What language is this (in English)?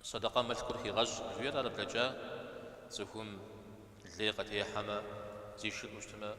Kabardian